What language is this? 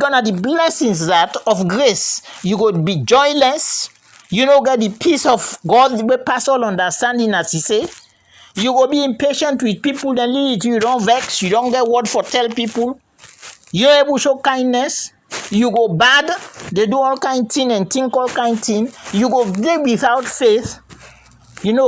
Krio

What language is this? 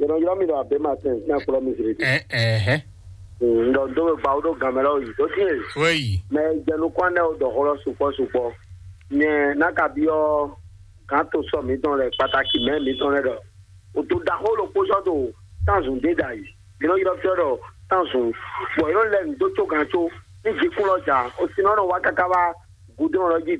Fon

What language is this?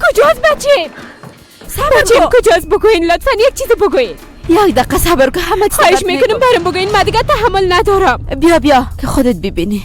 Persian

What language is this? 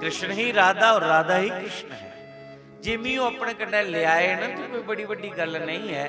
Dogri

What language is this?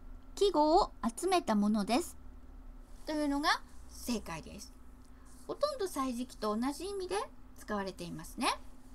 Japanese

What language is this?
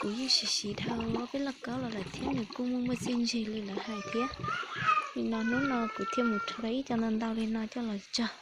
Hmong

